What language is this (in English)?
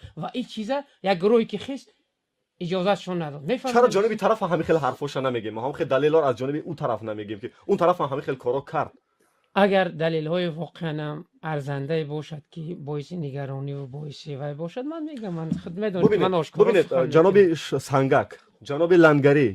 Tajik